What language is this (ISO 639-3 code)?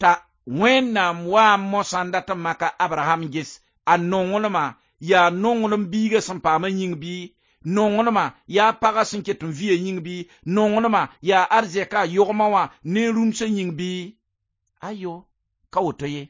mos